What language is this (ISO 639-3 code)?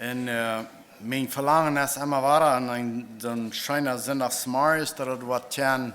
pdt